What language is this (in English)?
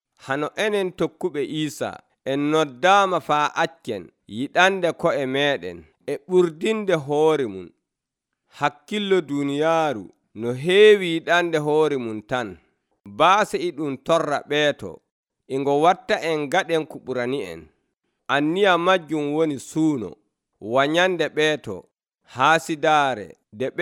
Nigerian Fulfulde